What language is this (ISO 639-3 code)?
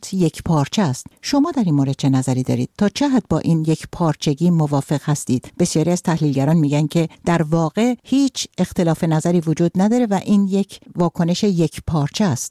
fas